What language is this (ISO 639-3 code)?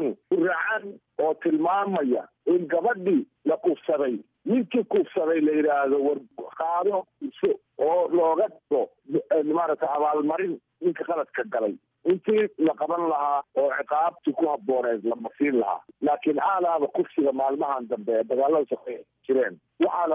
som